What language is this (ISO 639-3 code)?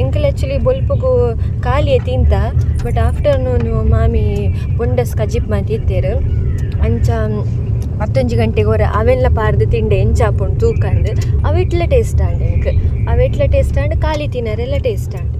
tcy